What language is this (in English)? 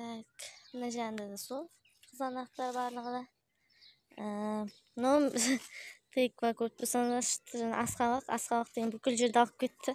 Kazakh